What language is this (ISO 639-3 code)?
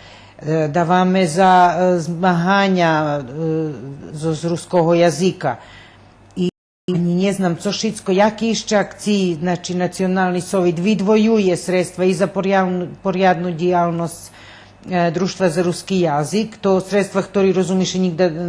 rue